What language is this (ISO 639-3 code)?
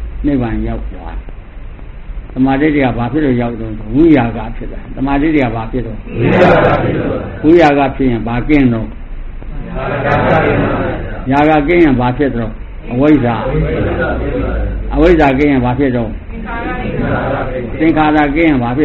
mya